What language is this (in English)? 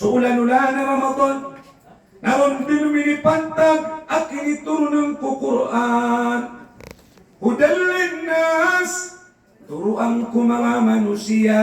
Maranao